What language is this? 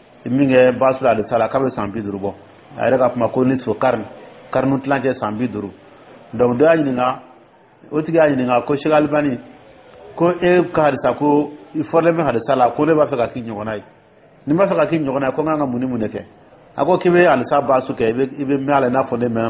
Dyula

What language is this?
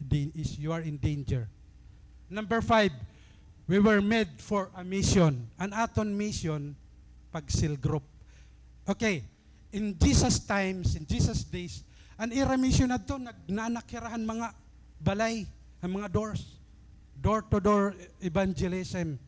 Waray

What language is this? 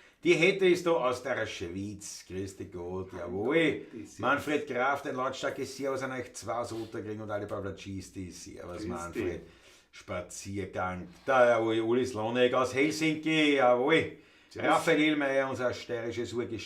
Bavarian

